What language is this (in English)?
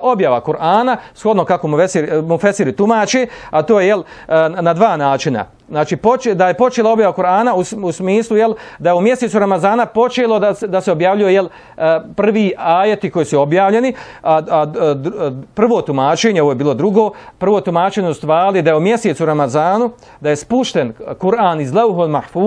Bosnian